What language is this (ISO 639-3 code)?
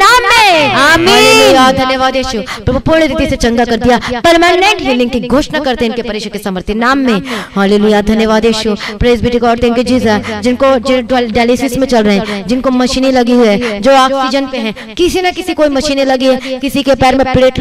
hin